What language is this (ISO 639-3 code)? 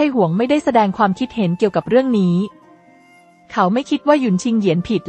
tha